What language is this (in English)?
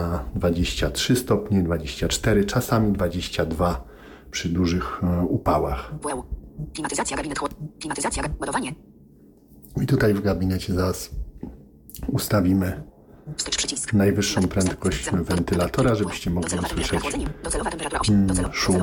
Polish